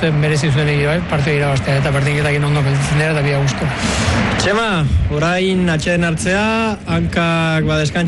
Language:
Basque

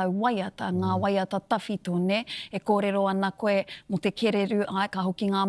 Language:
Māori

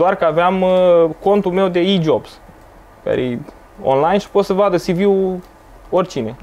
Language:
Romanian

